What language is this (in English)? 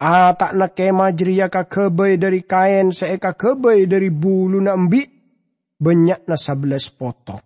Madurese